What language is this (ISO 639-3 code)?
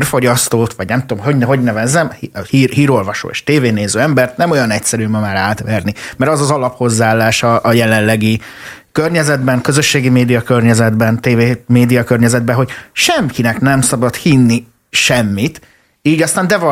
hun